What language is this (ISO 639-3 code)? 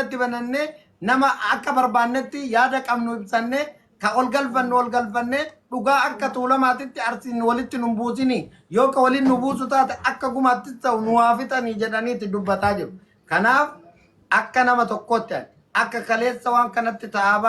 orm